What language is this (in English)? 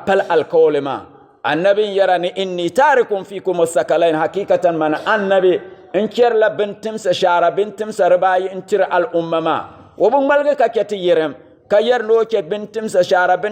Dagbani